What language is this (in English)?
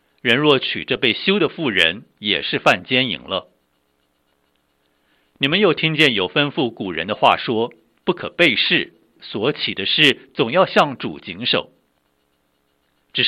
Chinese